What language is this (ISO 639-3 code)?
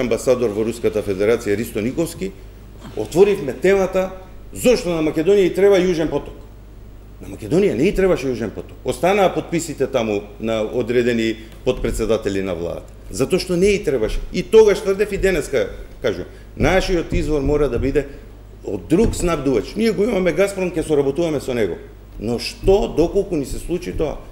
mkd